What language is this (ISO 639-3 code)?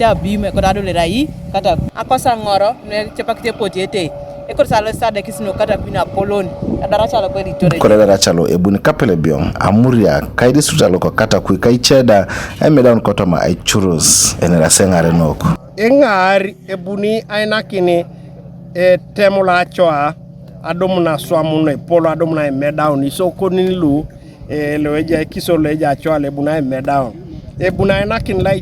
teo